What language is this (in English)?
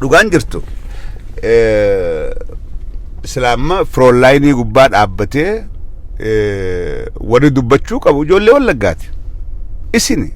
Oromo